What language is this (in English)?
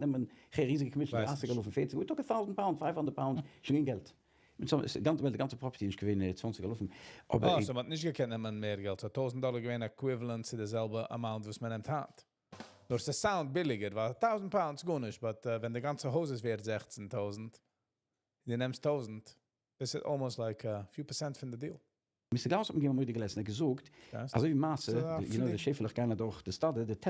Yiddish